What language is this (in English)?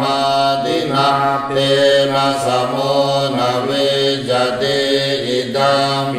Pali